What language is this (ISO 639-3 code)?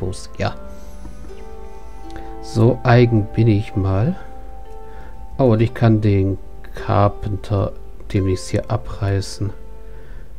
deu